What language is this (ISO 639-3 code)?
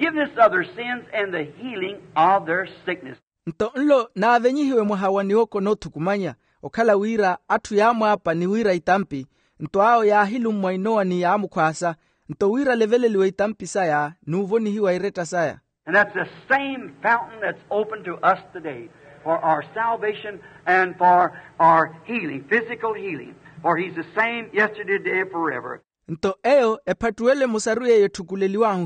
vmw